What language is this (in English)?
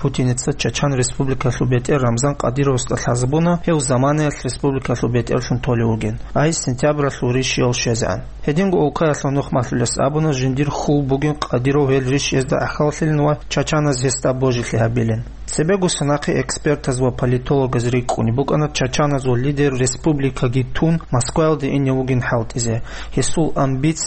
Avaric